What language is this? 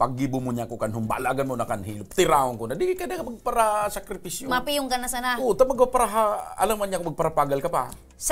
Bikol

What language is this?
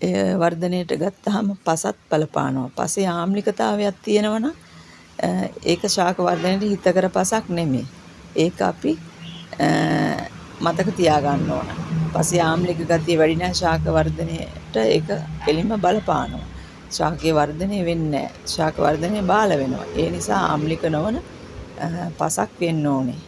Sinhala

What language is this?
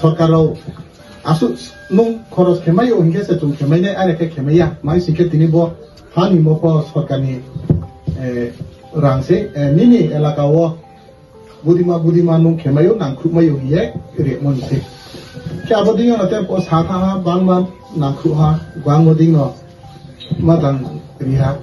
Riang (India)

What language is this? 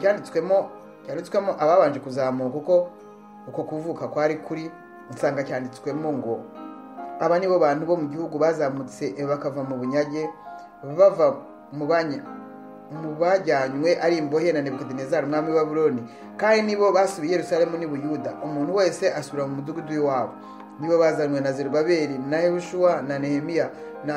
Kinyarwanda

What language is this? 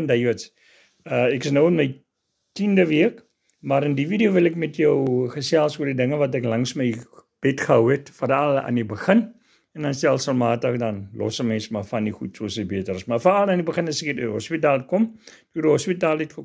Afrikaans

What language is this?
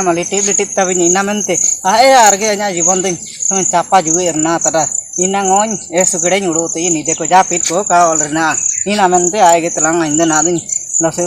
Ho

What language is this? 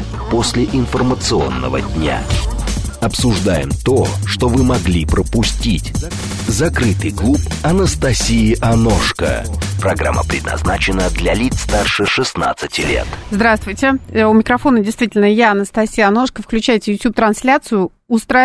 Russian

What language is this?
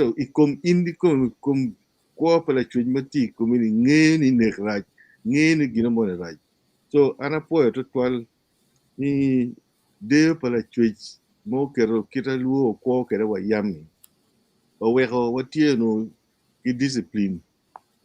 Acoli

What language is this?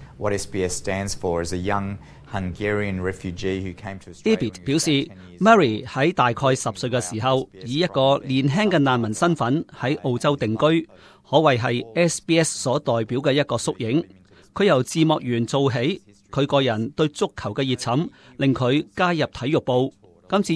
Cantonese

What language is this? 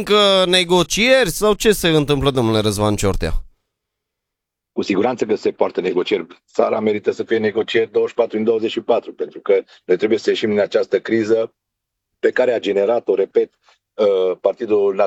Romanian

